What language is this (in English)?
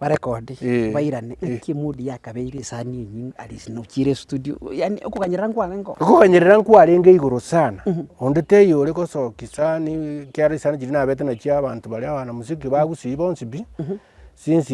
Gusii